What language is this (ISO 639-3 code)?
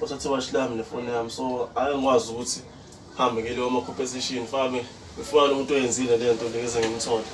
zul